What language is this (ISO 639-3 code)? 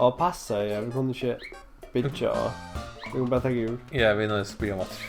fao